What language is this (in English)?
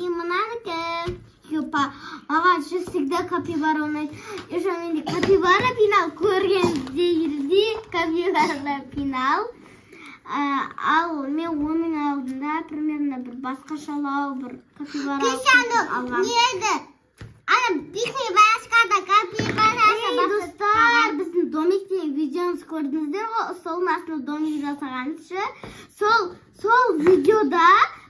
Kazakh